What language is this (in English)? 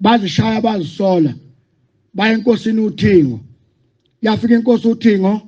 Zulu